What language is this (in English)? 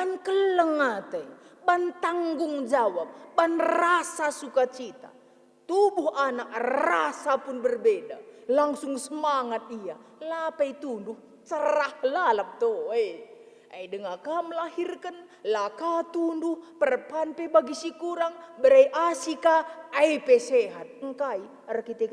Batak Karo